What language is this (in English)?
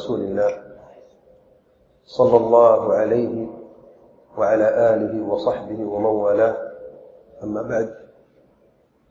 Urdu